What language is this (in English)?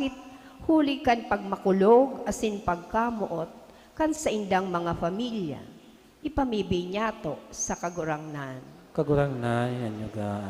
Bikol